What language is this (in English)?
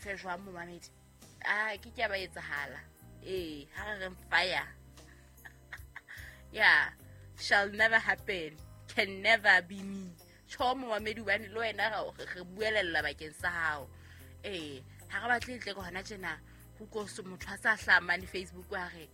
Southern Sotho